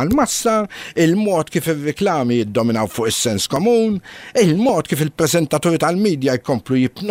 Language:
Maltese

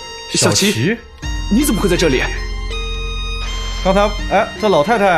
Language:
Chinese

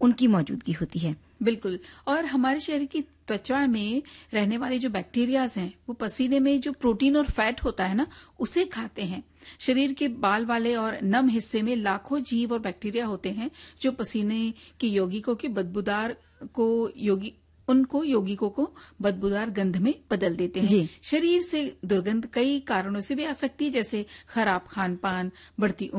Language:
Hindi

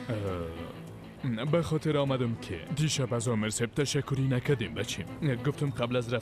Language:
Persian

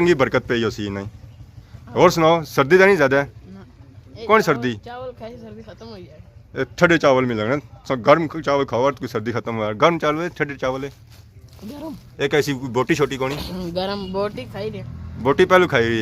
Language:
Pahari-Potwari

